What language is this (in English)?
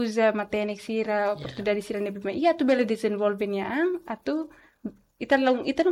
Tetum